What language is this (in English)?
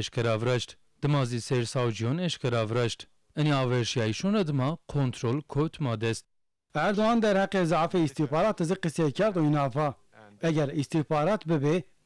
Zaza